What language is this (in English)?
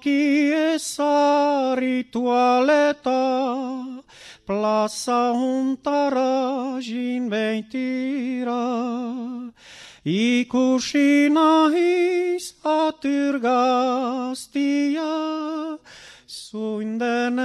Basque